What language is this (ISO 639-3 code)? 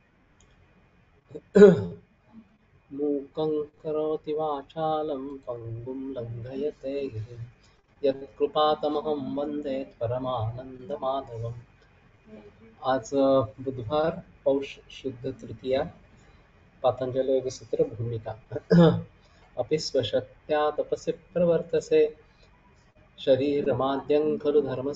mar